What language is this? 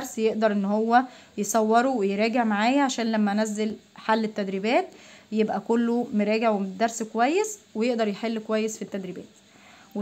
Egyptian Arabic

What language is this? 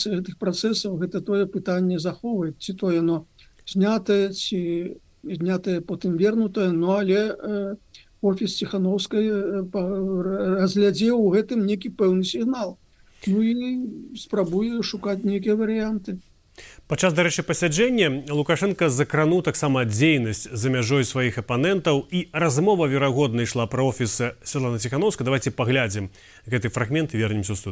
Belarusian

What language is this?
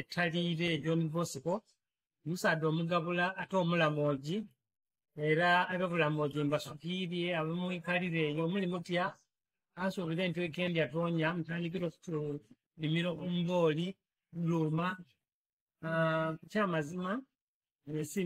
Soga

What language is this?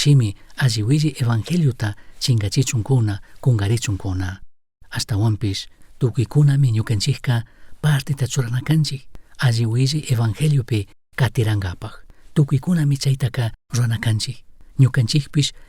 Chimborazo Highland Quichua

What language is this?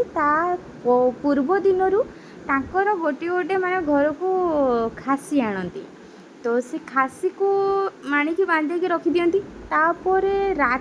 Odia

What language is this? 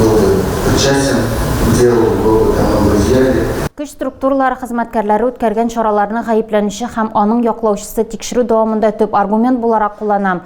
Tatar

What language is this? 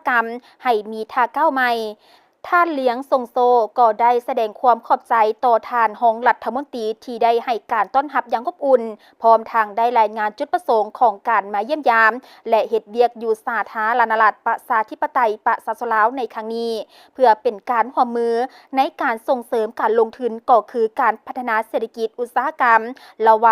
Lao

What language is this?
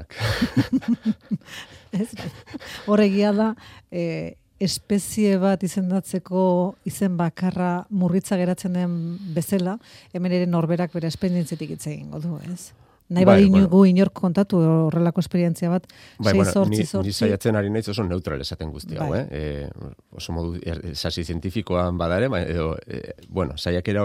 Basque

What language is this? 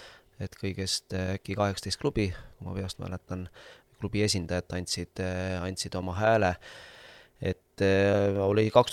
Estonian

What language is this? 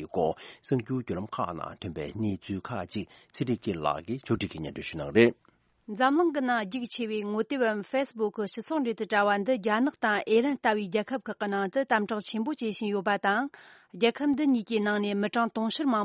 Tibetan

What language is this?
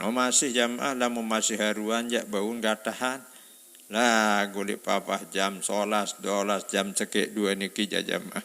Sasak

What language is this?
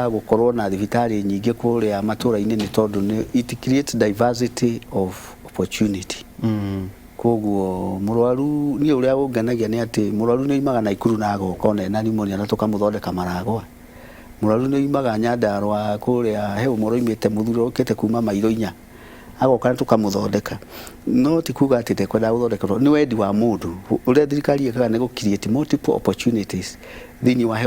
Kikuyu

